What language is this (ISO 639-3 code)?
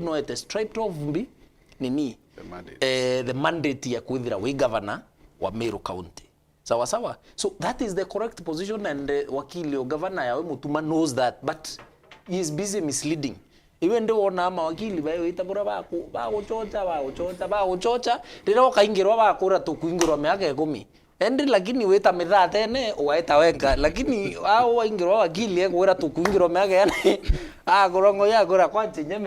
mer